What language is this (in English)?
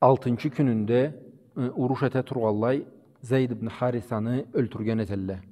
Karachay-Balkar